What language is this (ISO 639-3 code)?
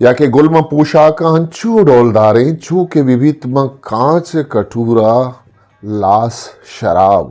bgp